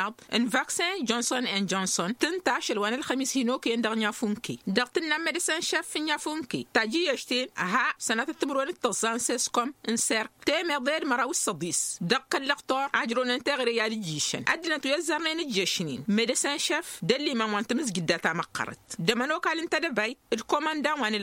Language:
Tamasheq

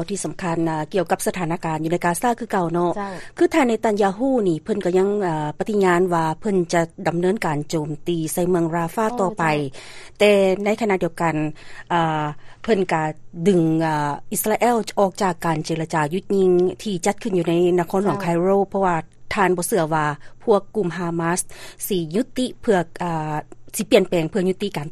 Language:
Lao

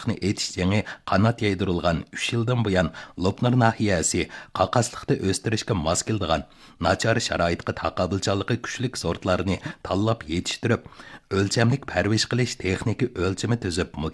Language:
Uyghur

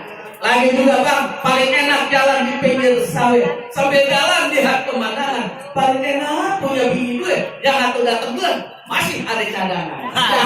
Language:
Betawi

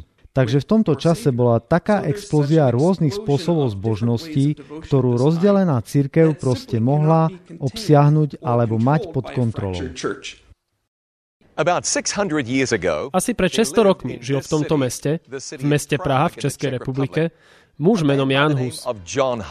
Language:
Slovak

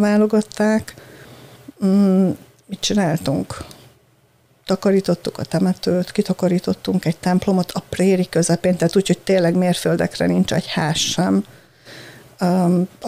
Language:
Hungarian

